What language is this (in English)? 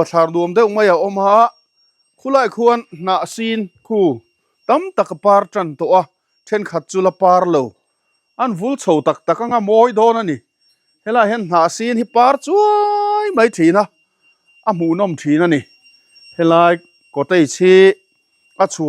Mizo